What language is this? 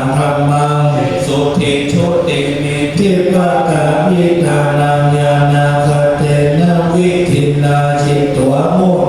Pali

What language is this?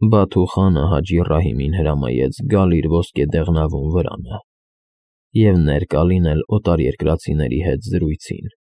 Armenian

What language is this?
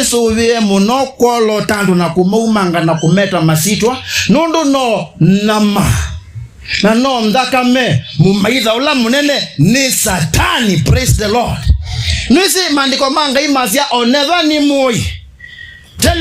Kamba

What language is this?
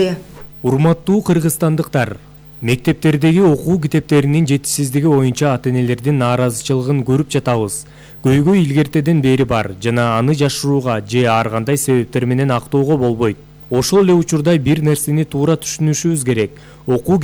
Kyrgyz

